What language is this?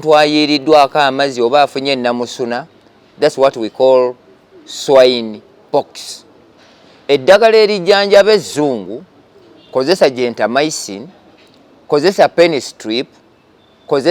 Ganda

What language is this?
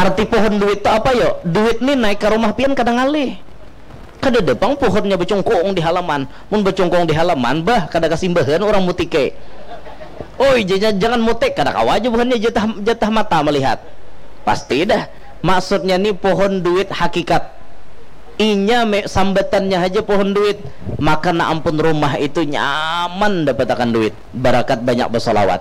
Banjar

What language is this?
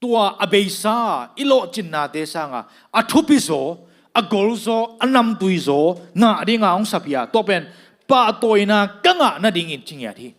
Tedim Chin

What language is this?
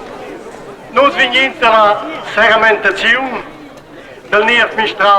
Romansh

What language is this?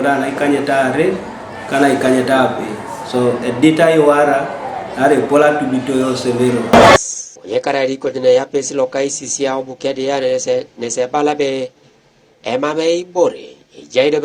Teso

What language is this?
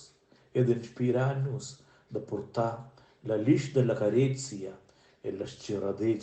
Romansh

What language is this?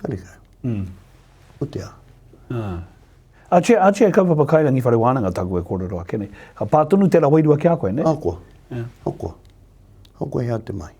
Māori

